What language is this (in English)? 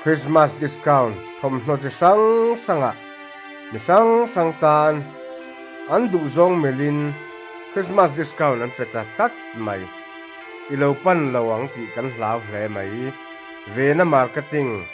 Mizo